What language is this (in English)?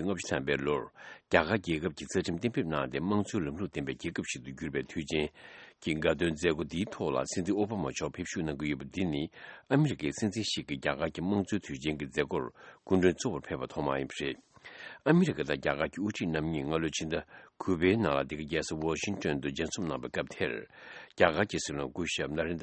Tibetan